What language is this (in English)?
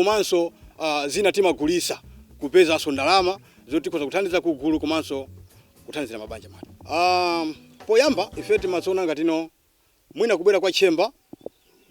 Nyanja